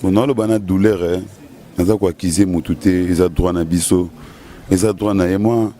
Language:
Lingala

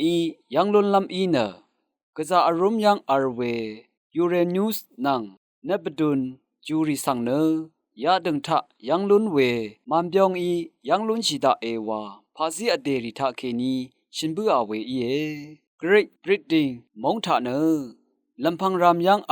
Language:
Rawang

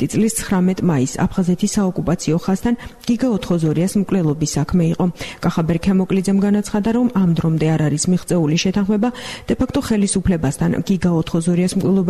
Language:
Georgian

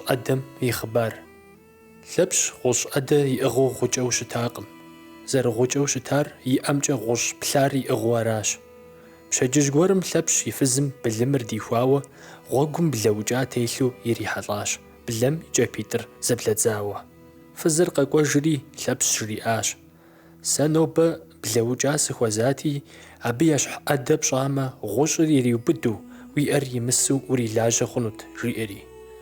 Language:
Kabardian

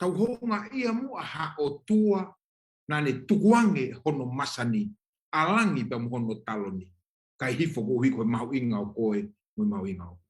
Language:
Tongan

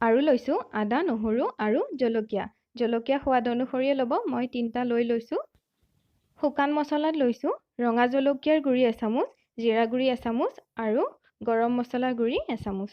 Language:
Assamese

